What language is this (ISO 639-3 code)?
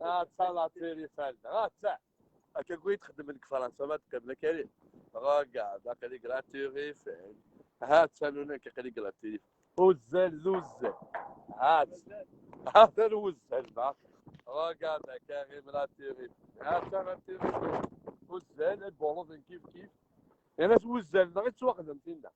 kab